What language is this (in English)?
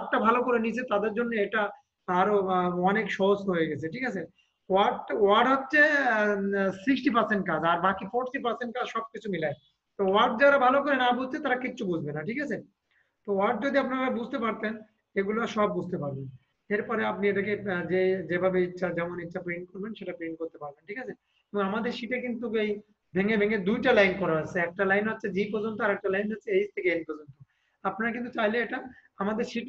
Bangla